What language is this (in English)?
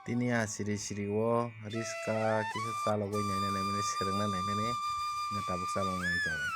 Kok Borok